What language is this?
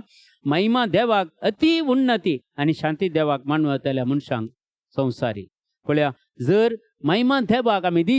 Konkani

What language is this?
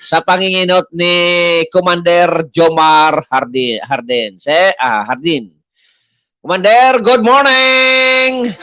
Bikol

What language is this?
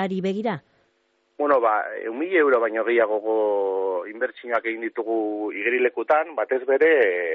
Basque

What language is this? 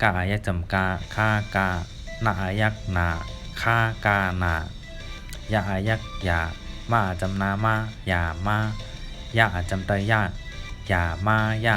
Shan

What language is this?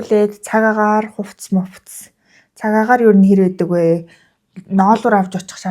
Mongolian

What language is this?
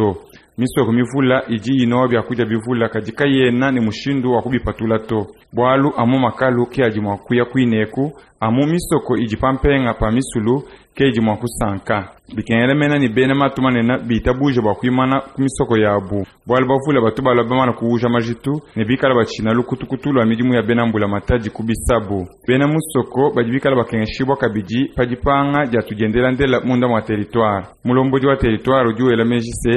Luba-Lulua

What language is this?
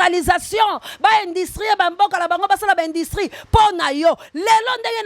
Lingala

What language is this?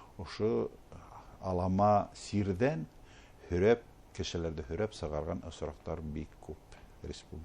Bashkir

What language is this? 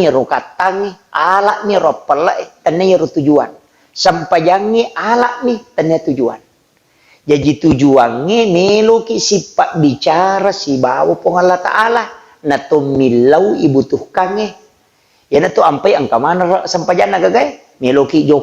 Buginese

